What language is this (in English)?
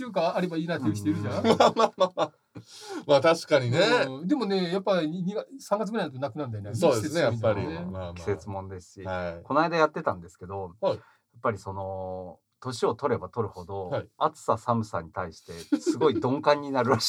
Japanese